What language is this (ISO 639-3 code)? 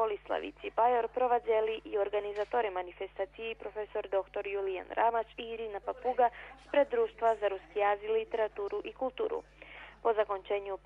rue